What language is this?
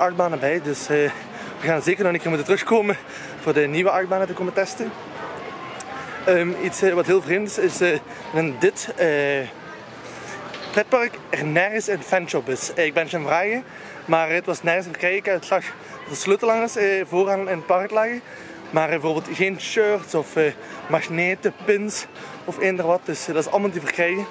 Dutch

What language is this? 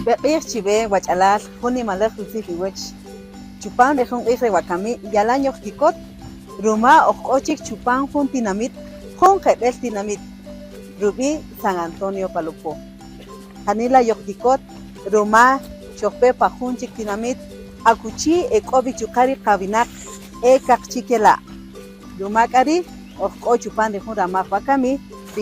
Kaqchikel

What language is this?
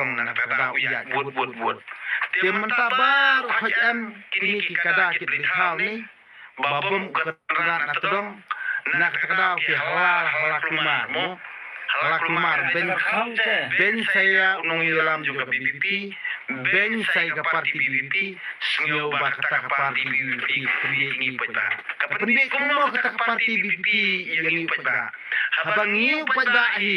Khasi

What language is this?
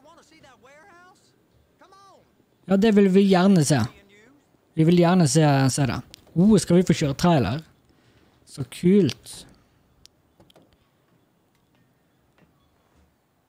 Norwegian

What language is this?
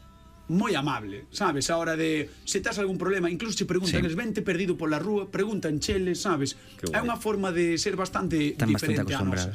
Galician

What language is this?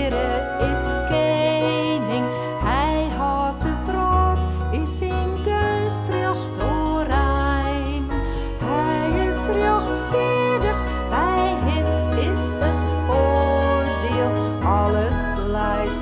Western Frisian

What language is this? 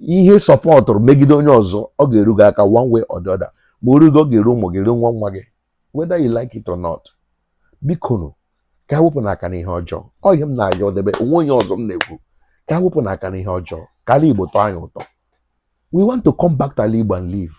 Igbo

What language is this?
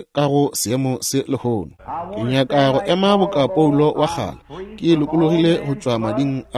Northern Sotho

